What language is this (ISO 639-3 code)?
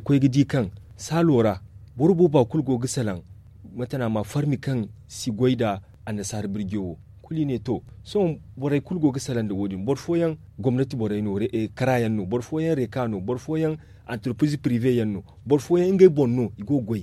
dje